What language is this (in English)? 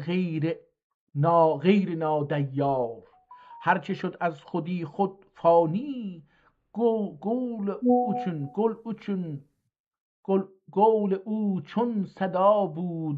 South Azerbaijani